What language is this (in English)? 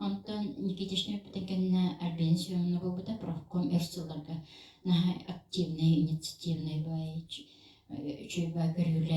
Yakut